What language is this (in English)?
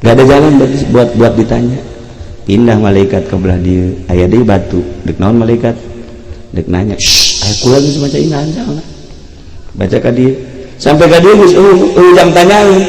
Sundanese